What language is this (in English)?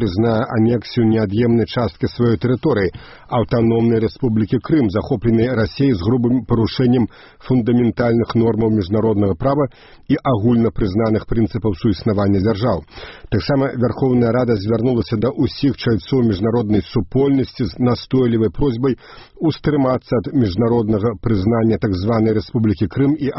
Belarusian